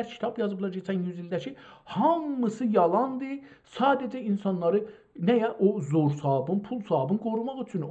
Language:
South Azerbaijani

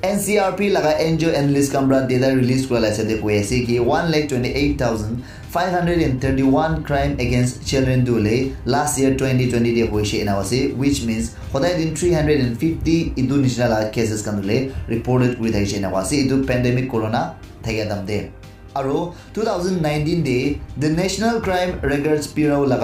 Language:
Naga Pidgin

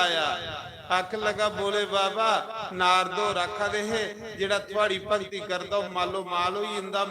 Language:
Dogri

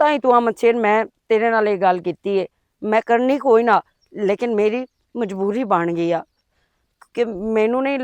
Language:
Western Panjabi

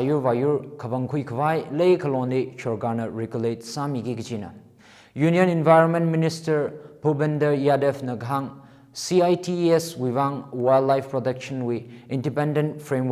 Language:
Tangkhul Naga (India)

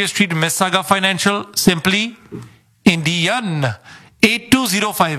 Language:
Punjabi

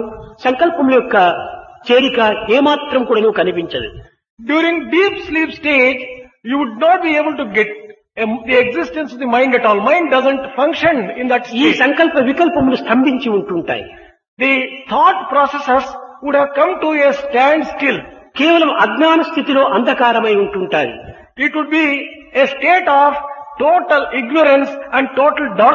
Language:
Telugu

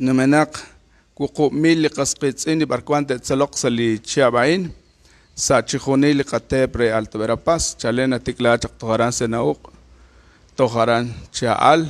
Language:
Kekchí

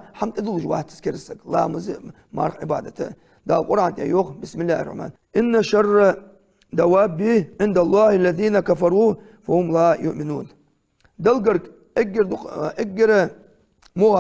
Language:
Ingush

